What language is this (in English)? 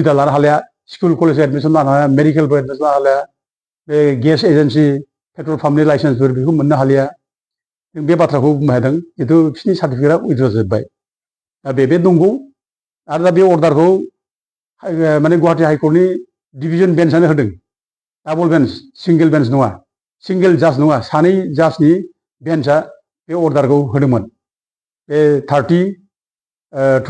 Bodo